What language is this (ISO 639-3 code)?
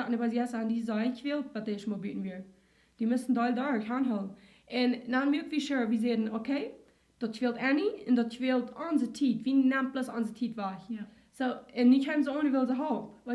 pdt